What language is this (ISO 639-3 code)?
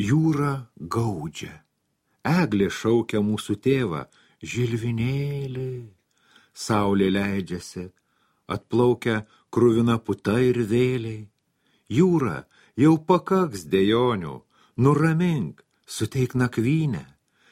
lit